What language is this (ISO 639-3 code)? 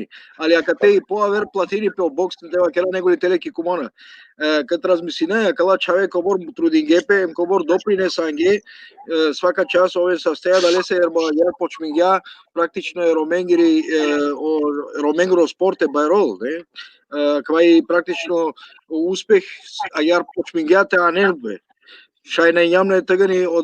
rmn